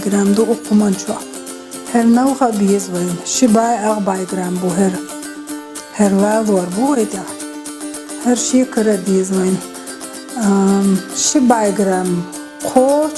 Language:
Chechen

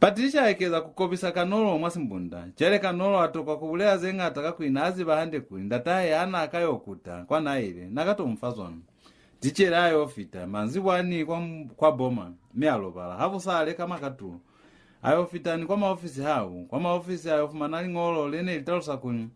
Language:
Lozi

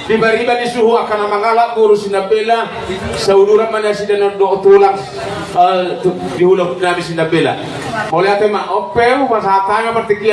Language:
Batak Toba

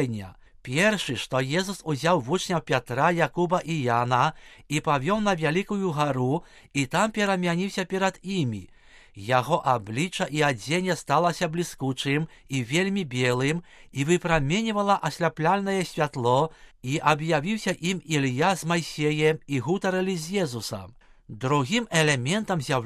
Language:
Belarusian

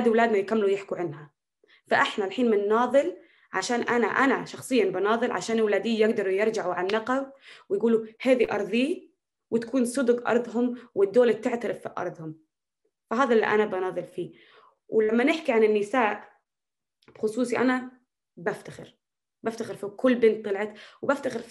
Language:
North Levantine Arabic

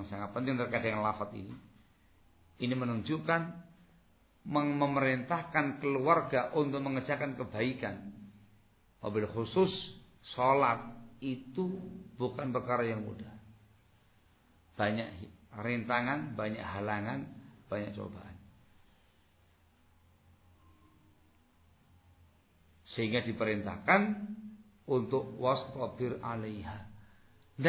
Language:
Indonesian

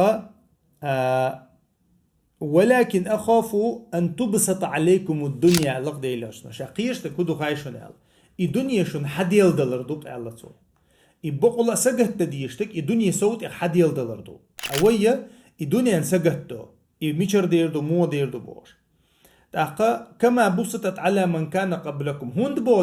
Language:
Chechen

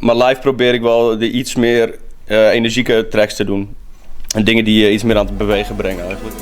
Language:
Western Frisian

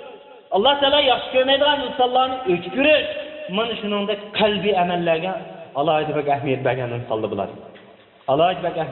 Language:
Uyghur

